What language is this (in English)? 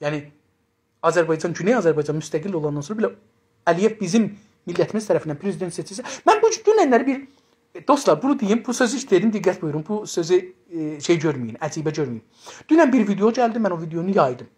South Azerbaijani